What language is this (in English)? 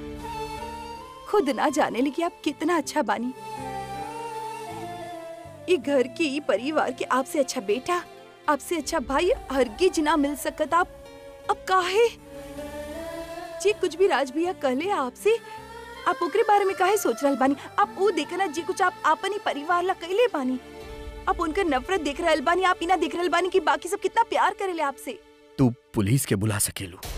Bhojpuri